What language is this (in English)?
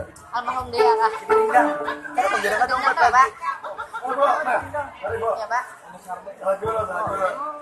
Banjar